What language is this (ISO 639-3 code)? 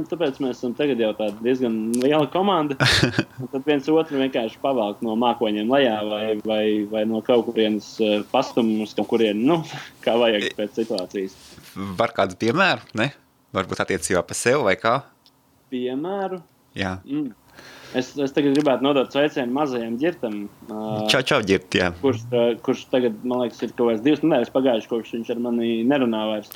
lav